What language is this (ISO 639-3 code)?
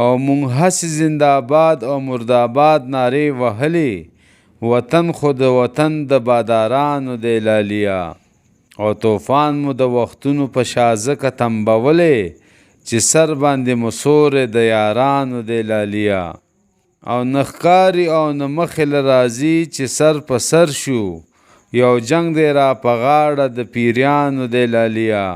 pus